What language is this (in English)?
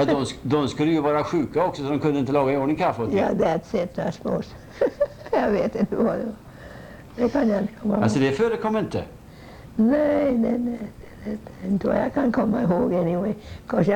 Swedish